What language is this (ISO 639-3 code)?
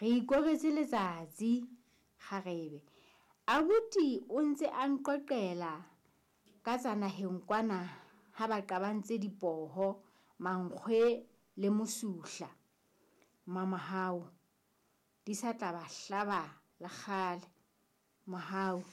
sot